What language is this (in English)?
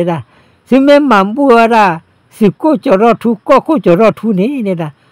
S'gaw Karen